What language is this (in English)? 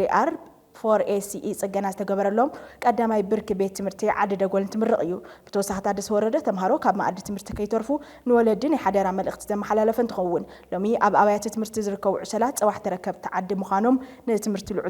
Tigrinya